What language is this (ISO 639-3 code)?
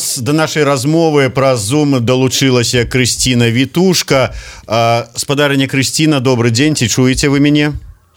bel